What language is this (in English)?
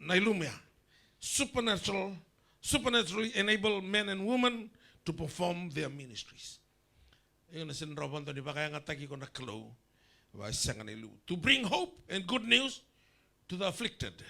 Fijian